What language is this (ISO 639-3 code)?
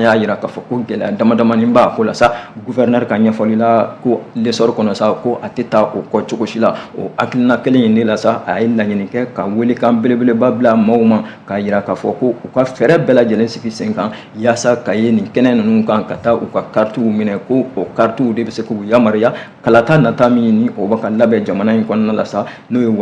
bam